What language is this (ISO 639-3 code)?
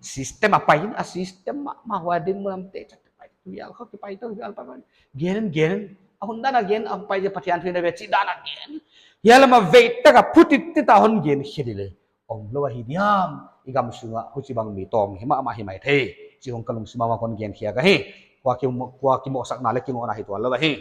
pck